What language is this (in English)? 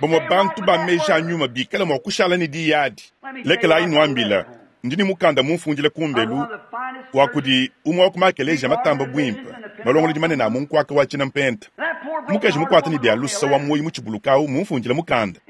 Luba-Lulua